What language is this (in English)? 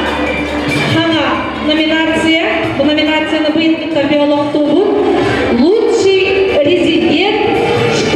Yakut